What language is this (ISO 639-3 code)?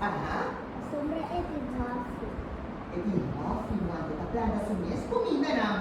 pap